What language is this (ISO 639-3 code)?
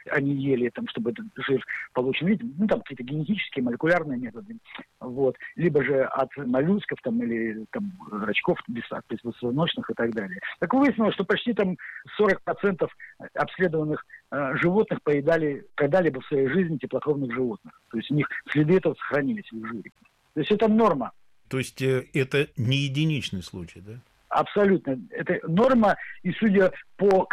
rus